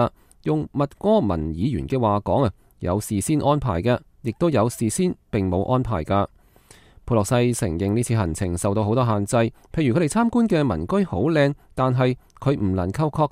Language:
Cantonese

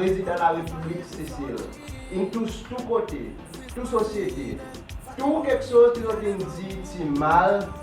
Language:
Seselwa Creole French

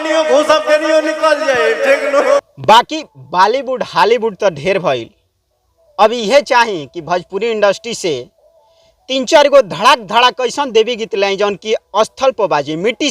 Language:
Bhojpuri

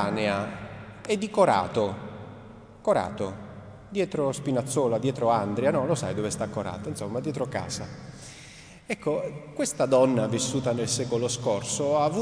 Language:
Italian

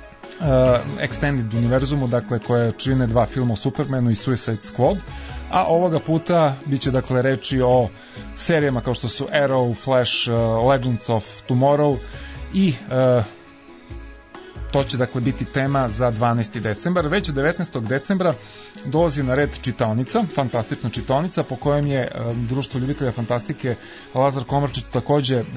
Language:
Serbian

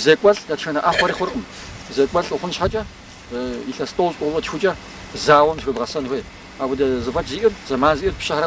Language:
Kabardian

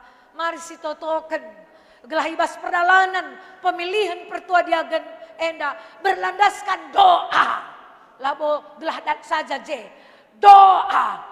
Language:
Batak Karo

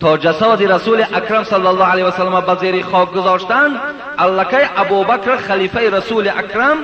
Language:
Persian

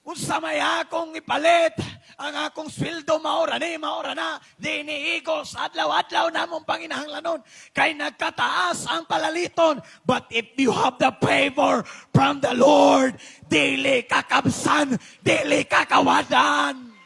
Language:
Cebuano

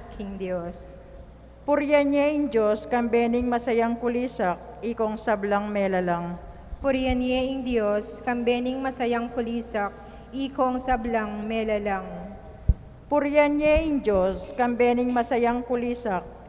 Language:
Pampanga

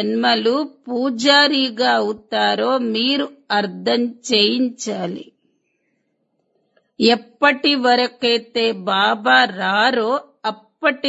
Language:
Telugu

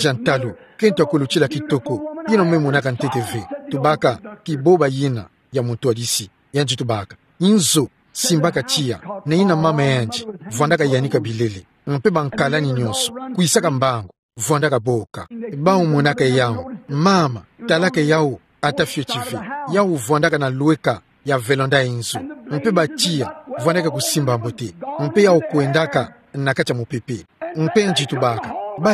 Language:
Kituba (Democratic Republic of Congo)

